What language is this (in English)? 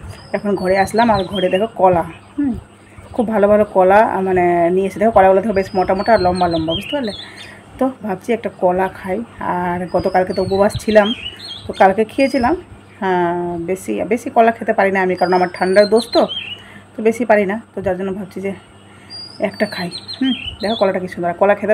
Bangla